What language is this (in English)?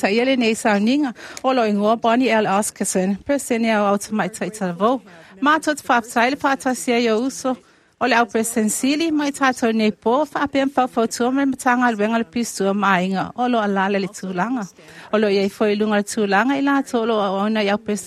Samoan